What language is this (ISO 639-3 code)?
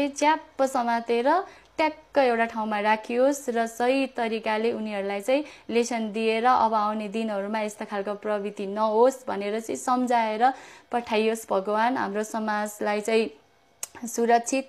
nep